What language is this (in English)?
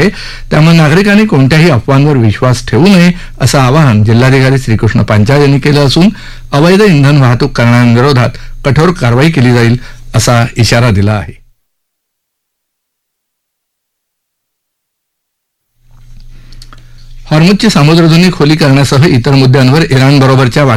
Marathi